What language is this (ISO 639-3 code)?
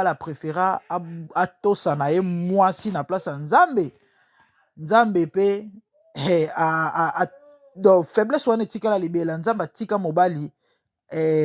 lin